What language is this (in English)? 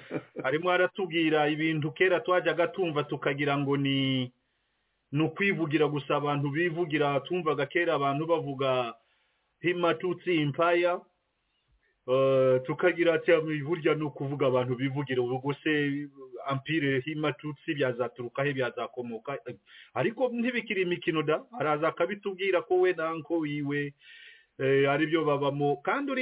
Kinyarwanda